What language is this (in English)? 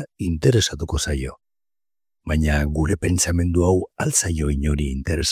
Basque